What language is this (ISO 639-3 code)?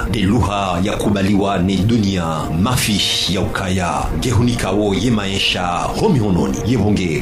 zdj